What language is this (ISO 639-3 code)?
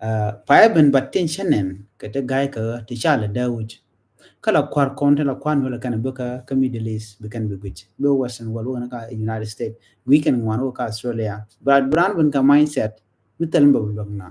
nus